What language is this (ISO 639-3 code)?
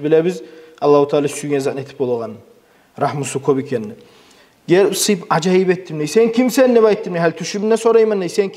kum